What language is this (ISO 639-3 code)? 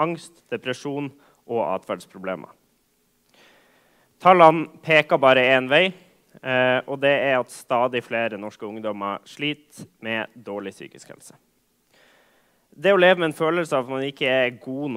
nor